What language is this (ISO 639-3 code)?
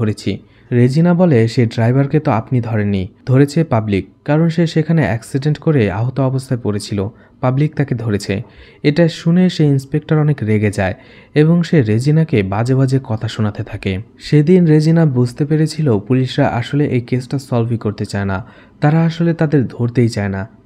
ben